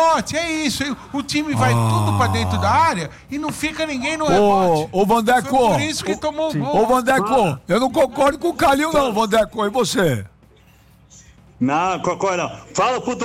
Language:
Portuguese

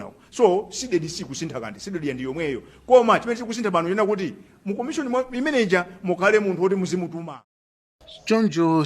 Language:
Nyanja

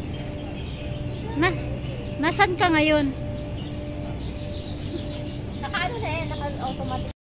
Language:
Filipino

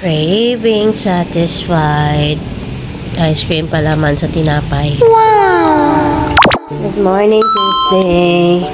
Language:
Hiligaynon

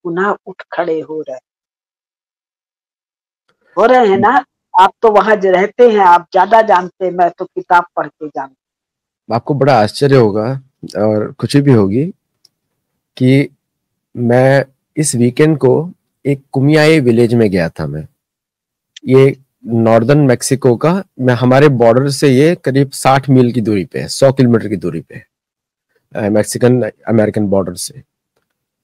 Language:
Hindi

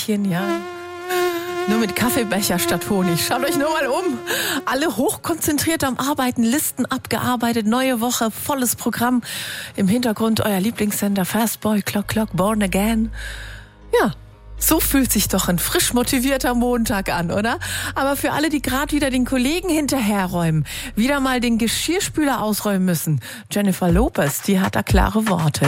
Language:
German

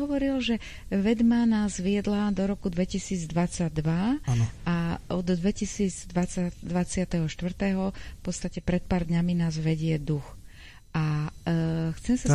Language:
Slovak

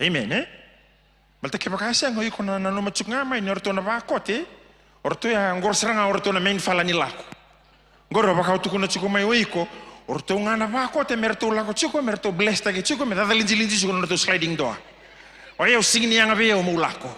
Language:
Fijian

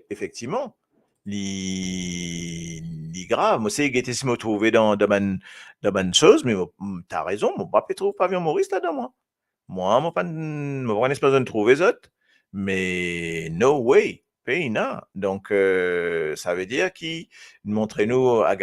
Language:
Morisyen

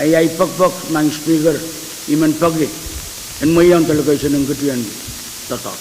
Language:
Pohnpeian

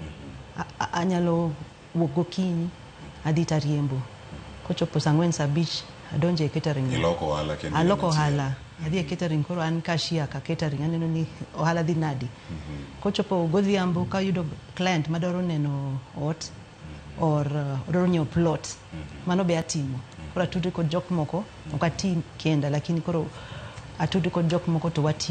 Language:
Luo (Kenya and Tanzania)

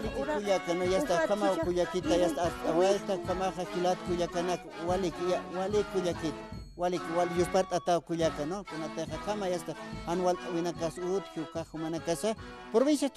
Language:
Aymara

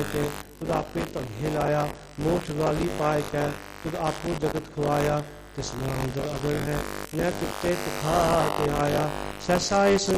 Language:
Punjabi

